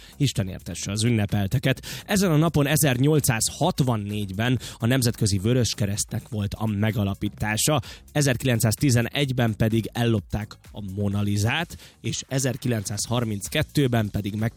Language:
Hungarian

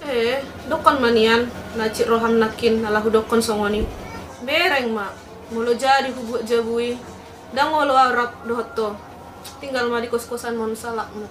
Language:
Batak Toba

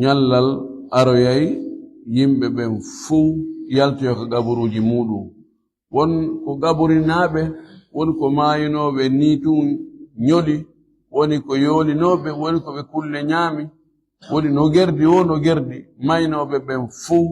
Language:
Fula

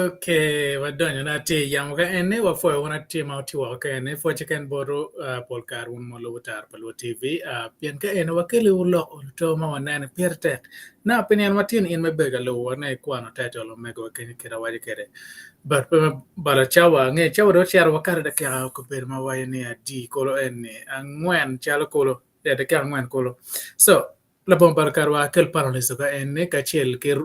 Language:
Acoli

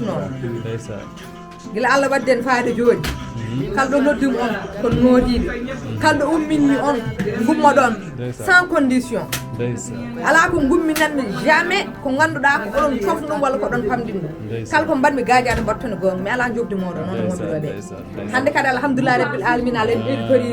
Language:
Fula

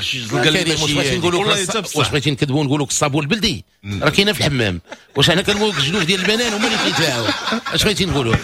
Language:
Moroccan Arabic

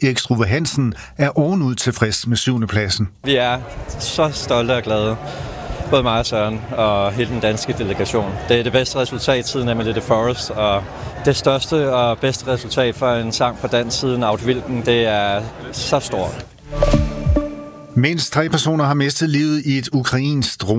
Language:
Danish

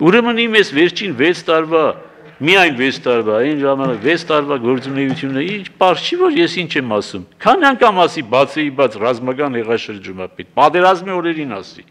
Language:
Armenian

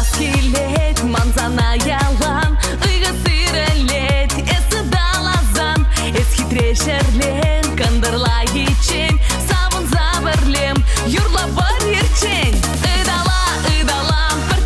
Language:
Chuvash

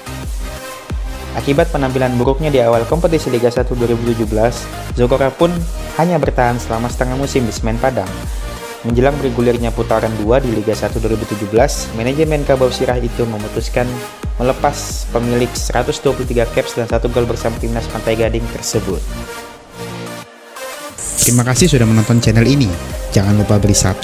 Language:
Indonesian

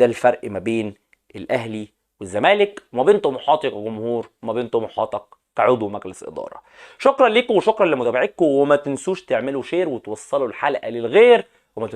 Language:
Egyptian Arabic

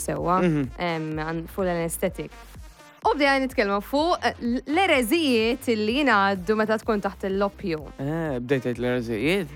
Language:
Maltese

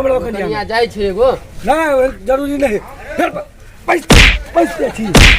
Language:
Maithili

